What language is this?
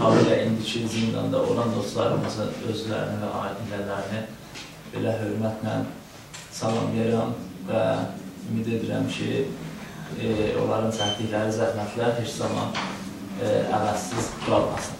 South Azerbaijani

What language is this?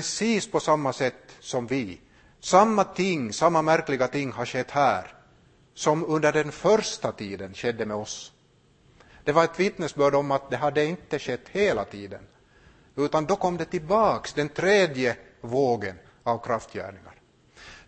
Swedish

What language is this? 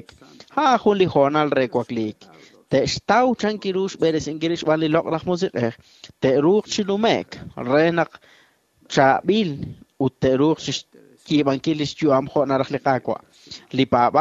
Kekchí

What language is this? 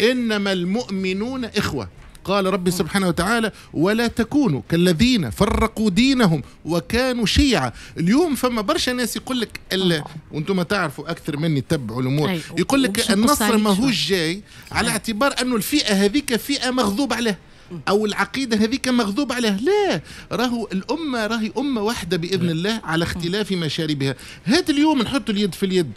Tunisian Arabic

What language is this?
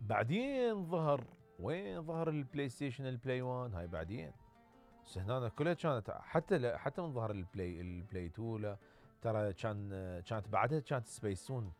Mesopotamian Arabic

